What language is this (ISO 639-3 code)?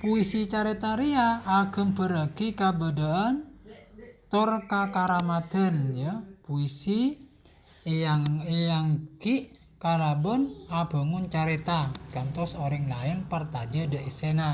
mad